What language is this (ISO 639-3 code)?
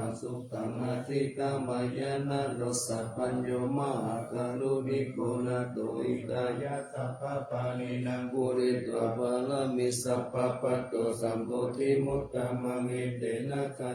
pli